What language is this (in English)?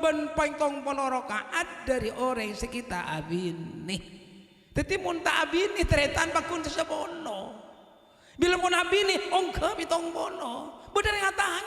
Madurese